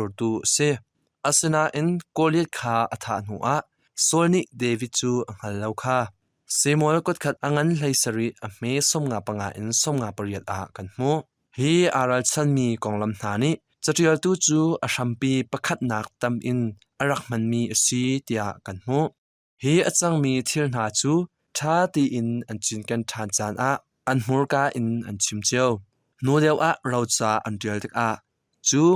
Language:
Hakha Chin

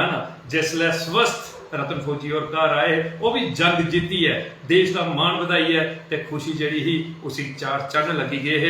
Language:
Dogri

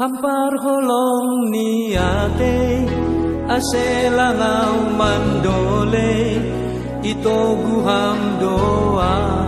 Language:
Batak Simalungun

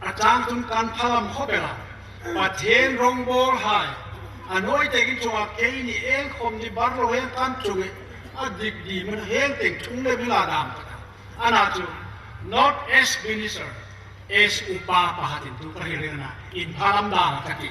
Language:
Hmar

